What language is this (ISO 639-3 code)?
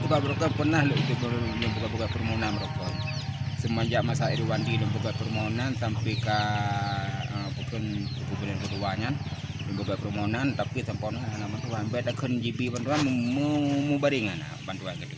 ace